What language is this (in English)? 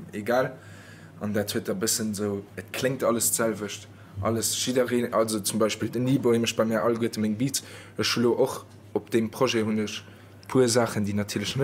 Luxembourgish